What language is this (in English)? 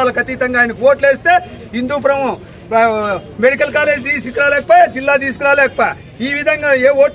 Telugu